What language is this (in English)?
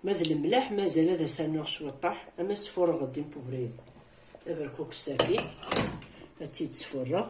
Kabyle